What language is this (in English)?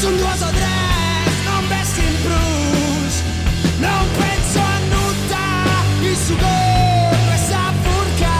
Sardinian